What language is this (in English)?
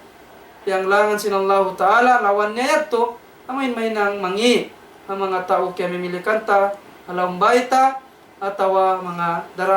Tausug